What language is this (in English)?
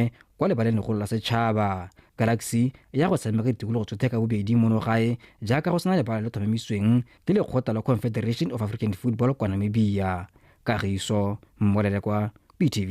Tswana